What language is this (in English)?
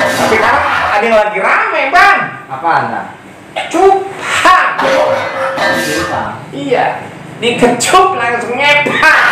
Betawi